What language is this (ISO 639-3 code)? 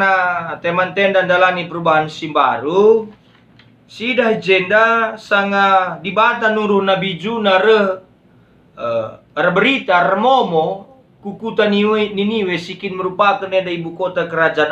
btx